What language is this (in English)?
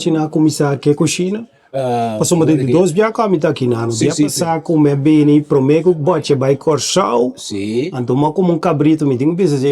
Papiamento